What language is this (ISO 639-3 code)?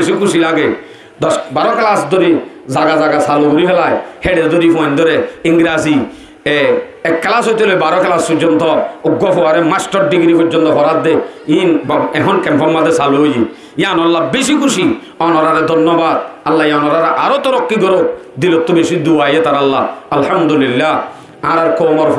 rhg